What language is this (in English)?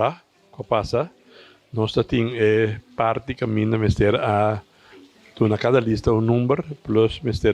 Papiamento